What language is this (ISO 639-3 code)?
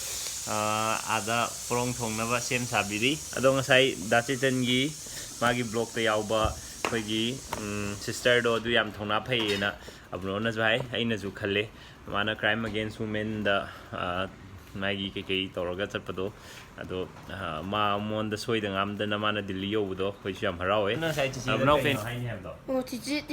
mni